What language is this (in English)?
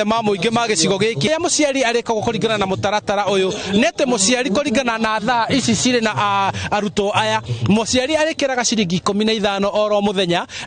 Kikuyu